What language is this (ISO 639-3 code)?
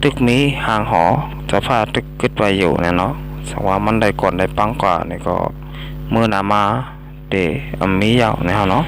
shn